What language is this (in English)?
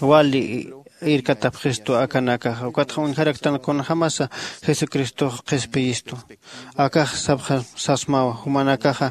Aymara